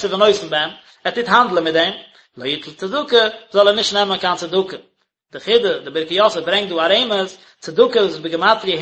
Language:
Yiddish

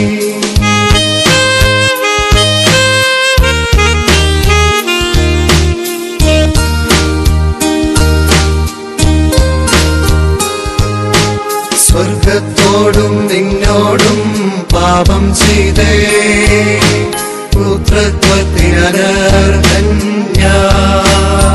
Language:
Malayalam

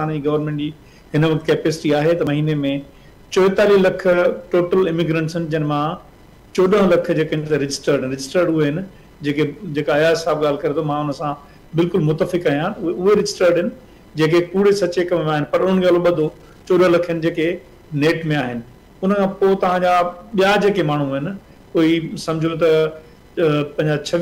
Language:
Sindhi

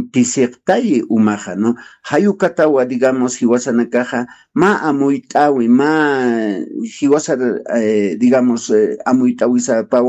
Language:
Aymara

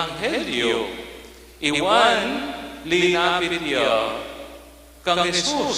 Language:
Pampanga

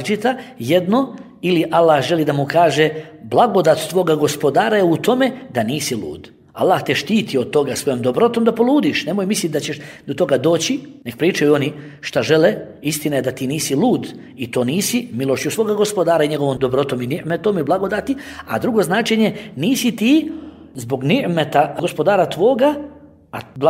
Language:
Bosnian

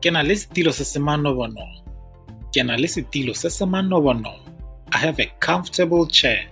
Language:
Tswana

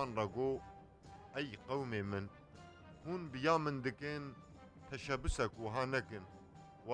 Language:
Kurdish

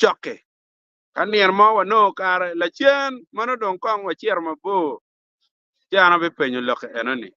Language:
Acoli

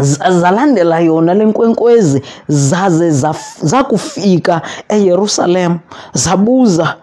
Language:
Xhosa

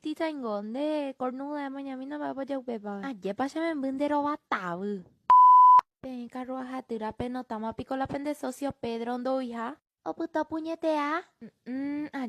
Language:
Guarani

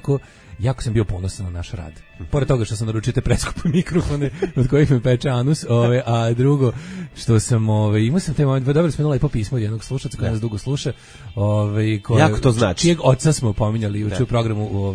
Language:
Serbian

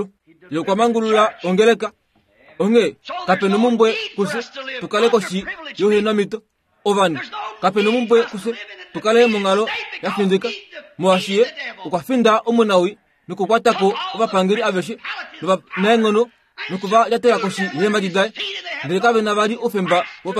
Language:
Kuanyama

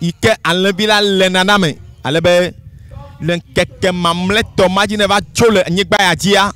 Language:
Ewe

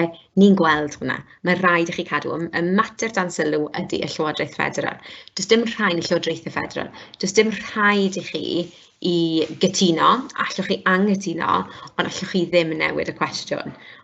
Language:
Welsh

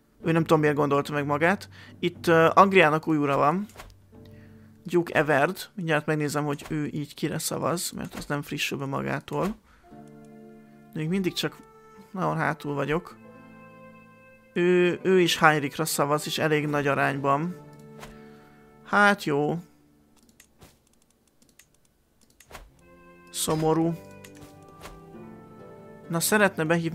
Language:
Hungarian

